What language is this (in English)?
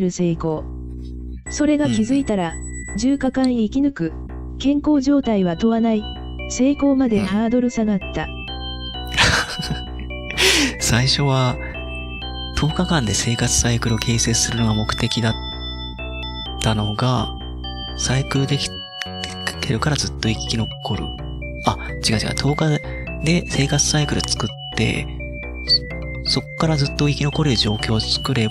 Japanese